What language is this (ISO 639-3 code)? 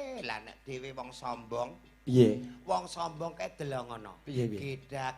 jav